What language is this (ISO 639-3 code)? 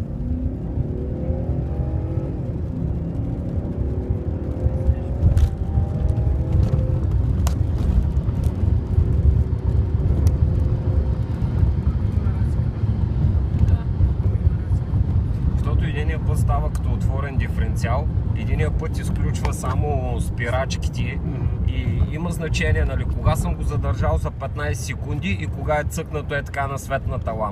bul